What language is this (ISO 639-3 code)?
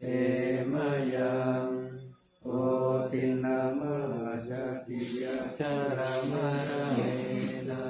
pli